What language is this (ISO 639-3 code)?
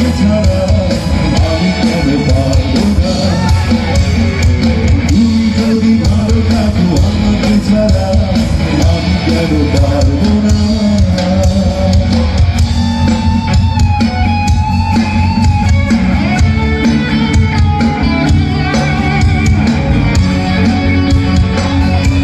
ben